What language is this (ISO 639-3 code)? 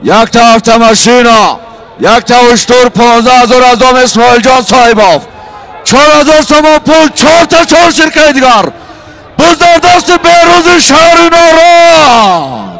tgk